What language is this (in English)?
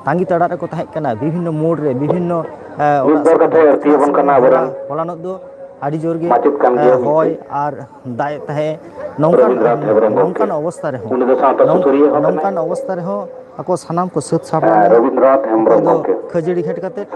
Santali